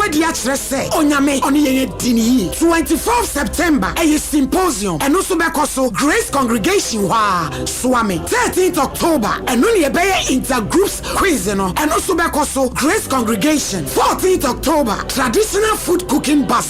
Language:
Akan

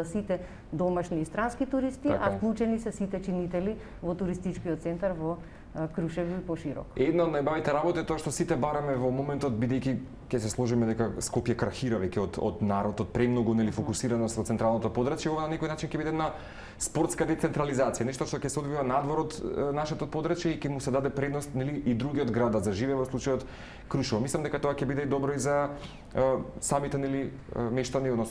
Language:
Macedonian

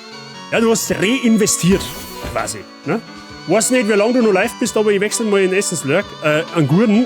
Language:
Bavarian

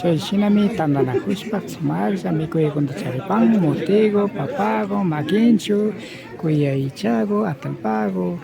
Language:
Imbabura Highland Quichua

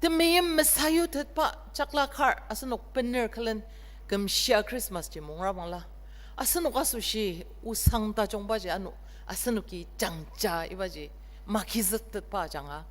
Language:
Ao Naga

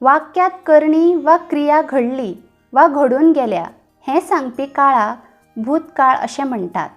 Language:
Konkani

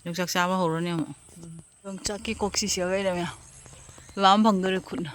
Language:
Manipuri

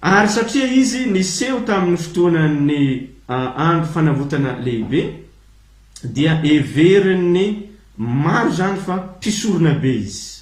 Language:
Malagasy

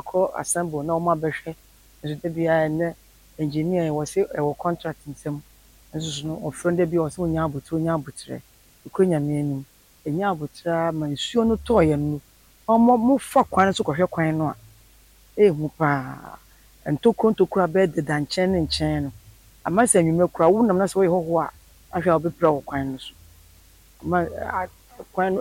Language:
Akan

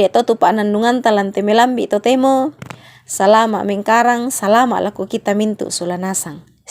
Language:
Toraja-Sa'dan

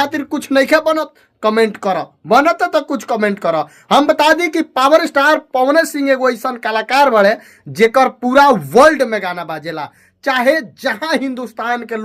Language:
Bhojpuri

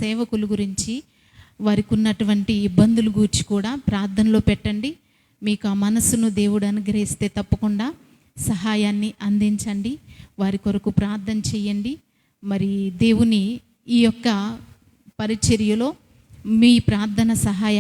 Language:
Koya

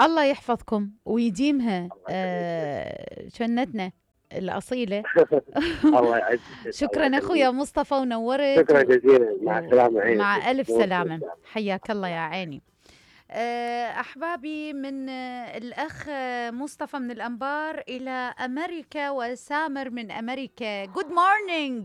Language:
Mesopotamian Arabic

